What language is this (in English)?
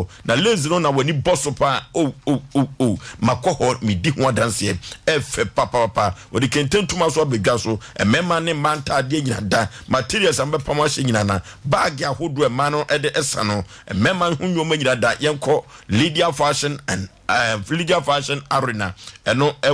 Akan